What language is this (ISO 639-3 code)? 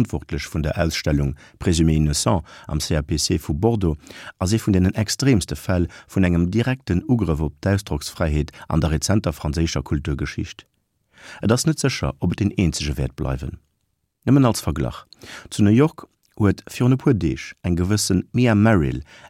ltz